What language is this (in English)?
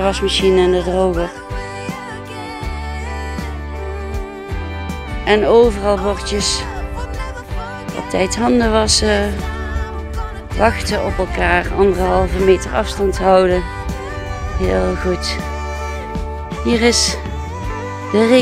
Dutch